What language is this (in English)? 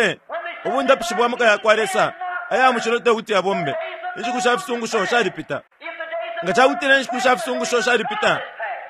Bemba